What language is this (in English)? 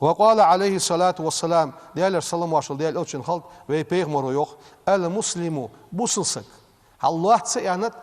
Ingush